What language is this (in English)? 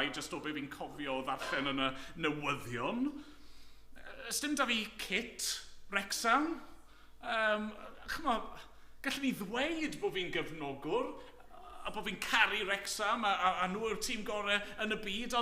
Welsh